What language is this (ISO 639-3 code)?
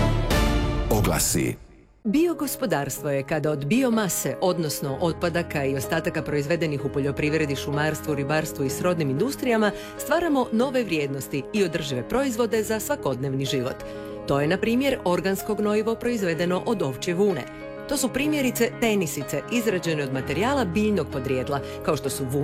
hrv